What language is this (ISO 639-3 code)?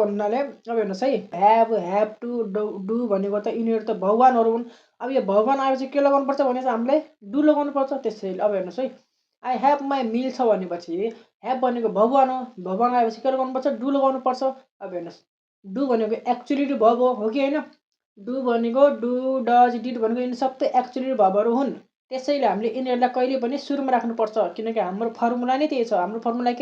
nep